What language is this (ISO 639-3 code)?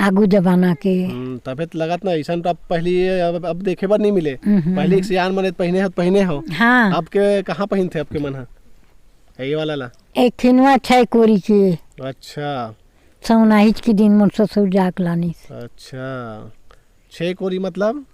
hne